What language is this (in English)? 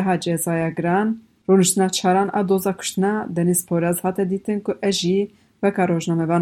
Kurdish